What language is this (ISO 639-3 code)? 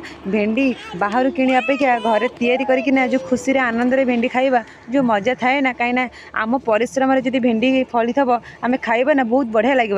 ori